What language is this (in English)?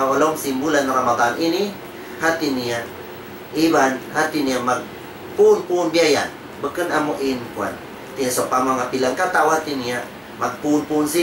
Tausug